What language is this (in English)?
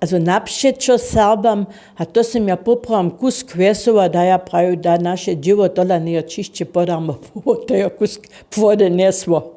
Upper Sorbian